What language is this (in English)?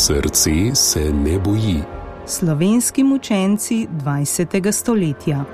Slovenian